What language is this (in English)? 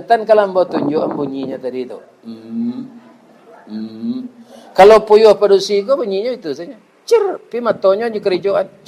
Minangkabau